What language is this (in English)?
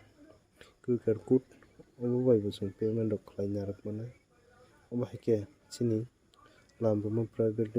Kok Borok